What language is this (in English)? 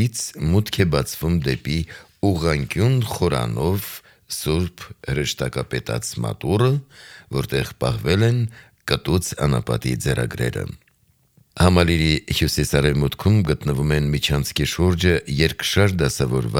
Armenian